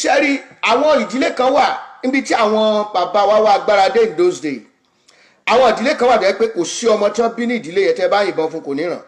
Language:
Yoruba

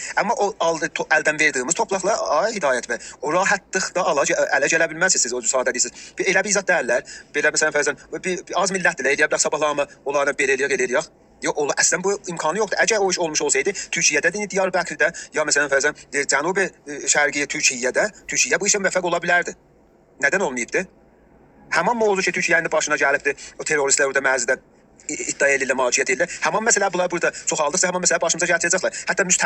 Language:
South Azerbaijani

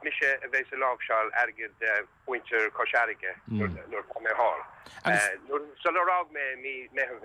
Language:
Irish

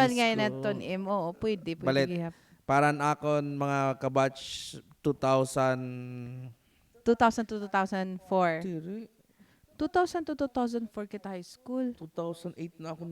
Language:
Waray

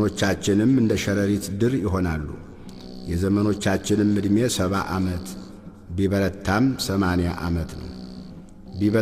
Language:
Amharic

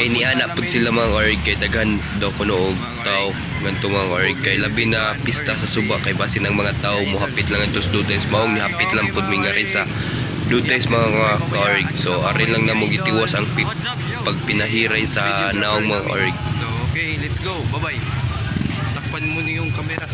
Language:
Cebuano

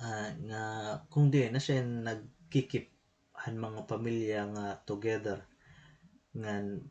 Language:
Waray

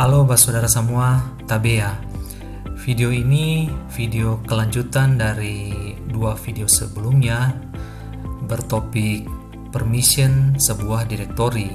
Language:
Ambonese Malay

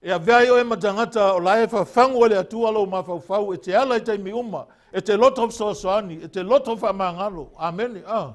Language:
Samoan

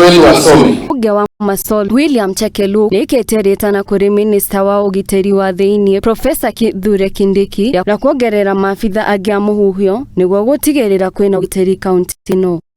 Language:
Kikuyu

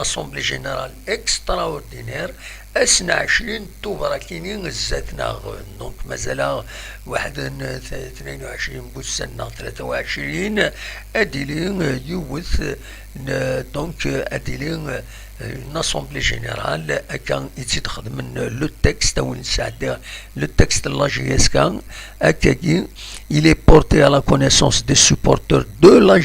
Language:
Kabyle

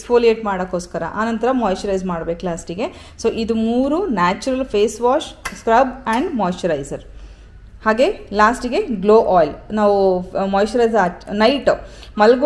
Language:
Kannada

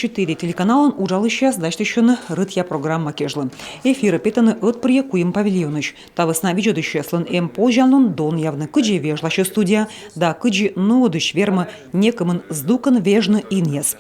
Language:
Komi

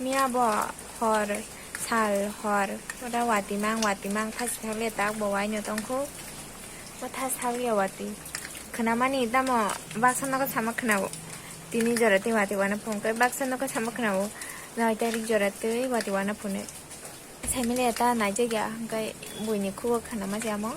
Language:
Kok Borok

